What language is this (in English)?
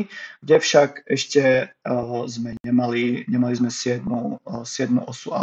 Slovak